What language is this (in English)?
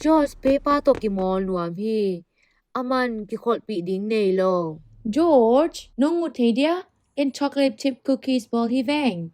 Tedim Chin